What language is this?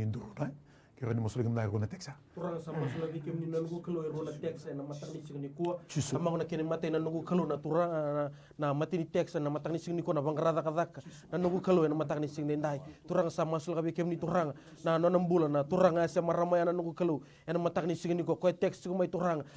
Fijian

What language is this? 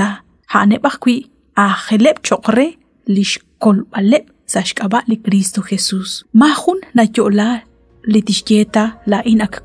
Kekchí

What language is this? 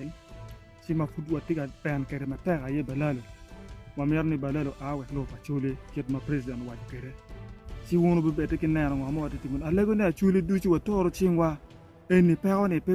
Acoli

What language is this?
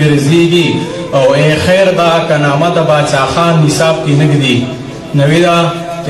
Pashto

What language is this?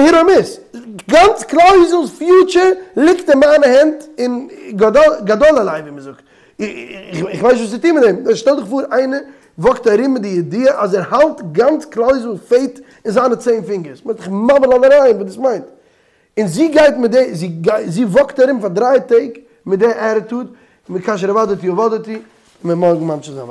Yiddish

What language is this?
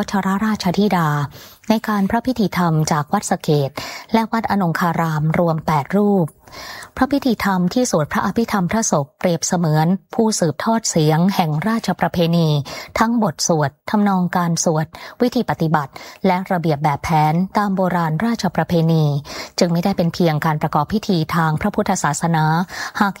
Thai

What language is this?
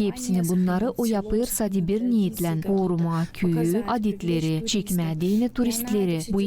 Gagauz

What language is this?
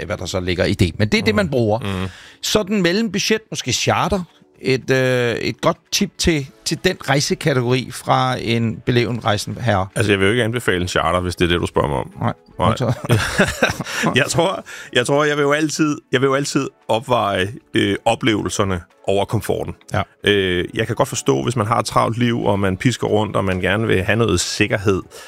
Danish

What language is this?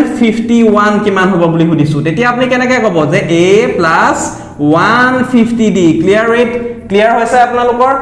Assamese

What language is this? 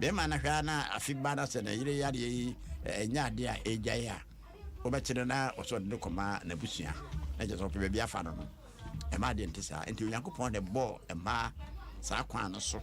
Akan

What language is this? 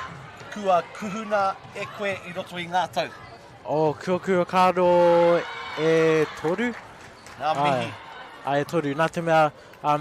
Māori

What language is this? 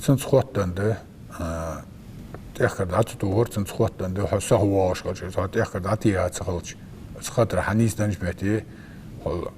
Ingush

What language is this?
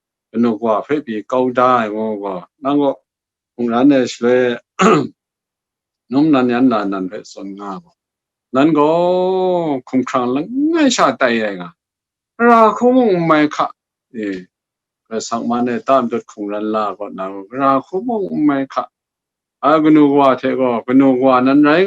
Kachin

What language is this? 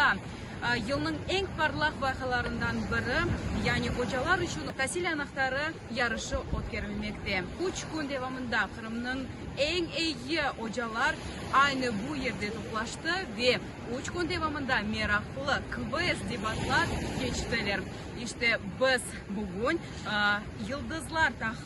Crimean Tatar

